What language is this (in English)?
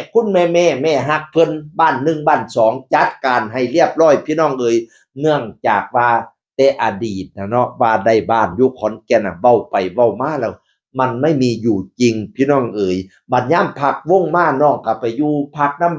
Northeastern Thai